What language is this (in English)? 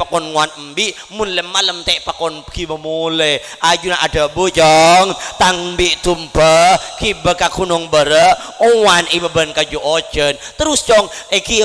Madurese